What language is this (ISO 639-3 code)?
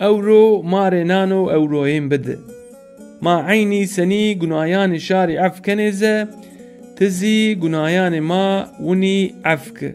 zza